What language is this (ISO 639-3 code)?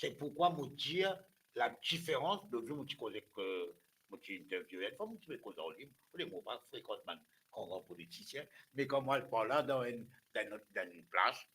mfe